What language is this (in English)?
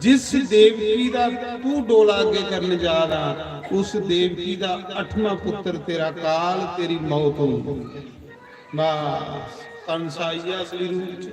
Dogri